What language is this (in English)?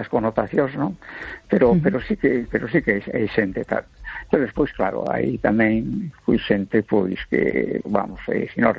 Galician